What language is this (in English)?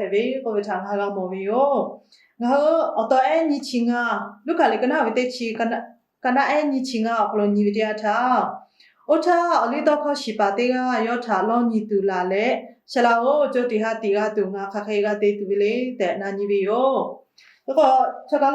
Lahu